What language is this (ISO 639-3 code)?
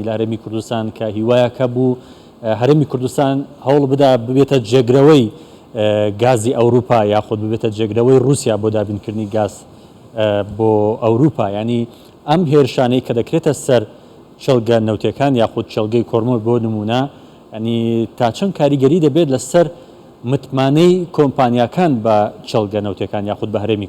ckb